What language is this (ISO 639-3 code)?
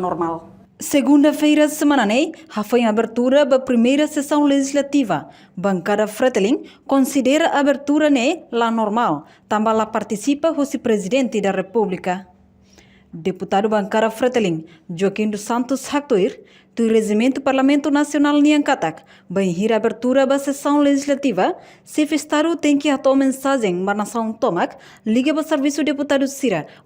tet